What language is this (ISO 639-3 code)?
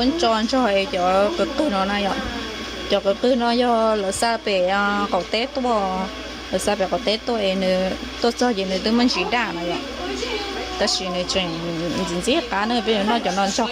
hmn